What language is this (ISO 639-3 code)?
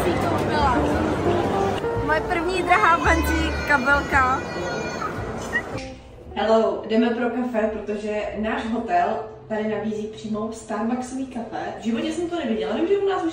ces